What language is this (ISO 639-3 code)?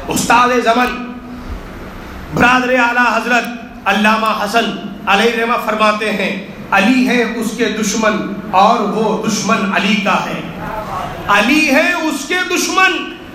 urd